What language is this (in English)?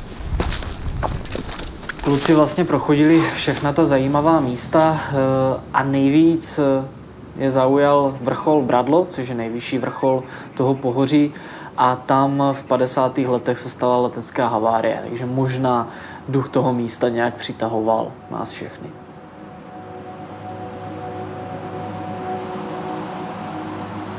Czech